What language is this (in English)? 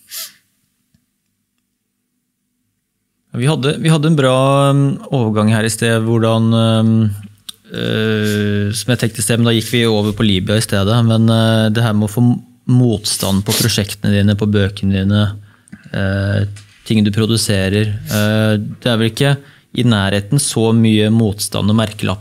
Norwegian